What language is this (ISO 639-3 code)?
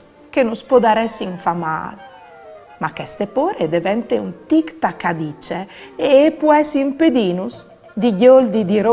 fur